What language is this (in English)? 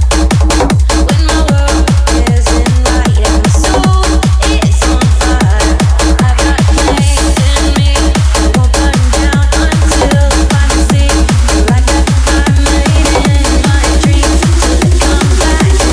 English